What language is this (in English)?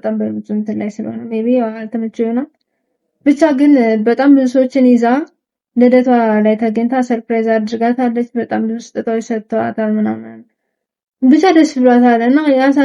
Amharic